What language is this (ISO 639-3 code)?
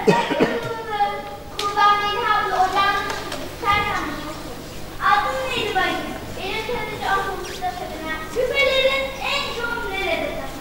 tur